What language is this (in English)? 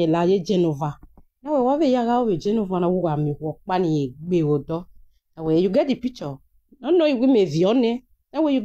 Nigerian Pidgin